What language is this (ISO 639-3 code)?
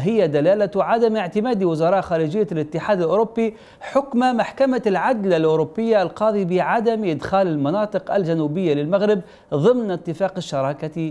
ara